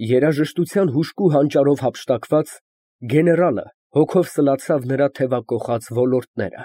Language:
Armenian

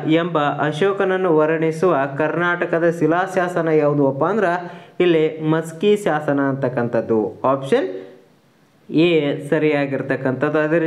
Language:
Kannada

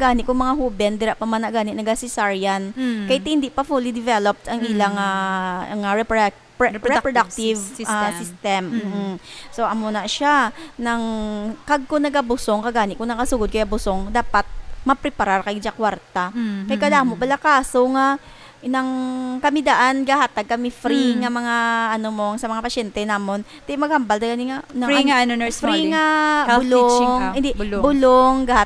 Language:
Hiligaynon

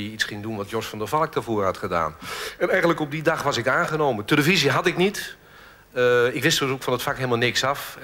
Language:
Dutch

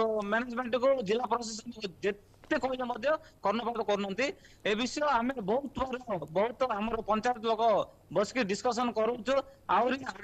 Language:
Odia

